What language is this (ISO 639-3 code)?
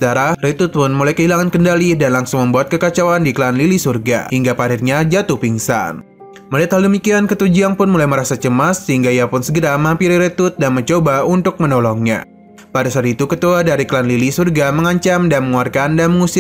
ind